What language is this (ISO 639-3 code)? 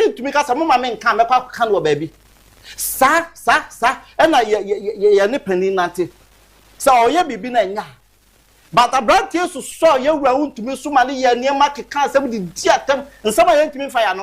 aka